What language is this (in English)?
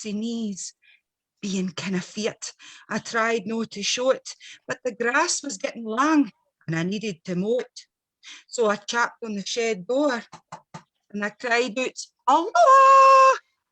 Scots